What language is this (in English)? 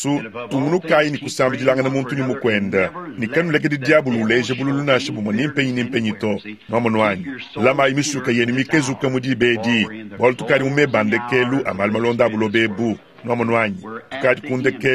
Luba-Lulua